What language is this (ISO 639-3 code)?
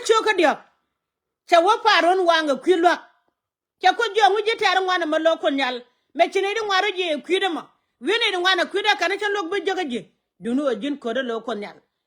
nus